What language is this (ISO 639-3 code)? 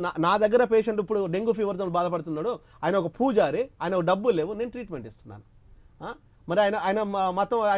tel